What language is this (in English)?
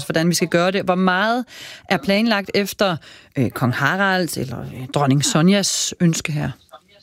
Danish